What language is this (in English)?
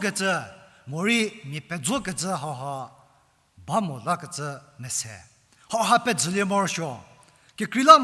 Angami Naga